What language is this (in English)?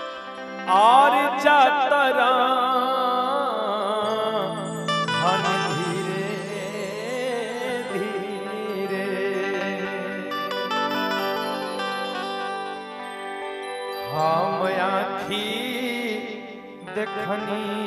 Bhojpuri